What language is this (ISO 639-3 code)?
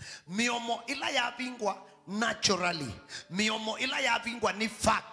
kam